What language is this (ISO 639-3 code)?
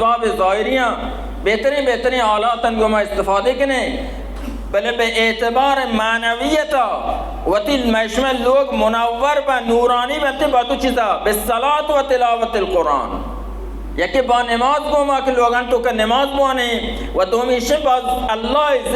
bal